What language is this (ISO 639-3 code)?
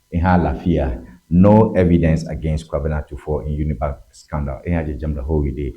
ewe